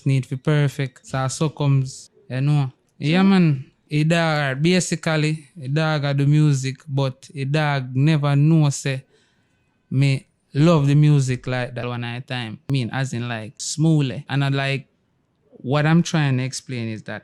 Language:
Jamaican Creole English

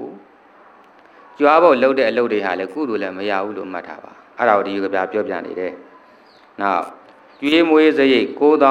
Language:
Burmese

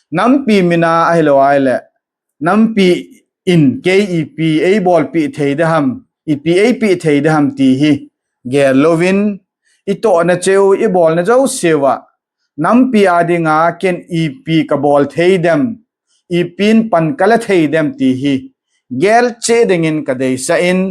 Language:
Thado Chin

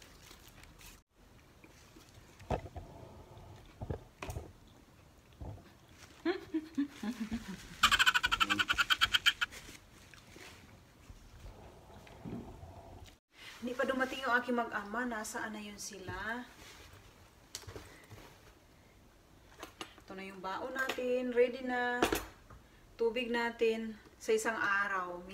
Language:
Filipino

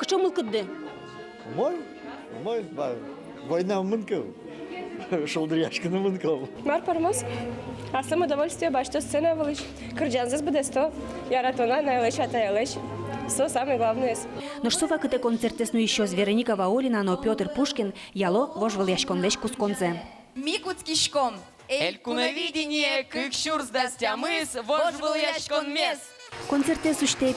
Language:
Udmurt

